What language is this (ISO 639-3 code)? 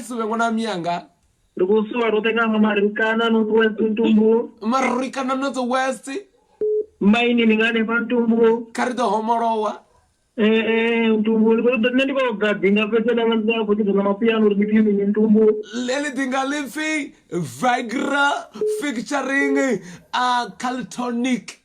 ven